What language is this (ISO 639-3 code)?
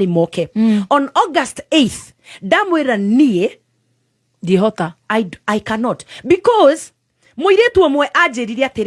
kik